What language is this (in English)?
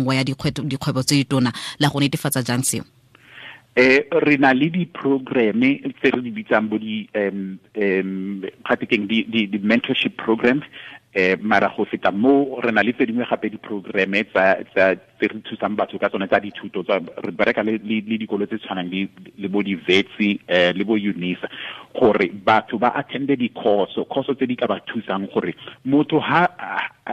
Tswana